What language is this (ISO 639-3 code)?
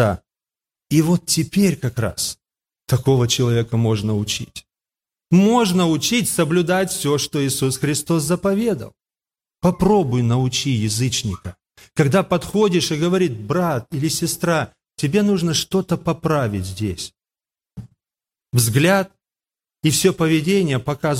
rus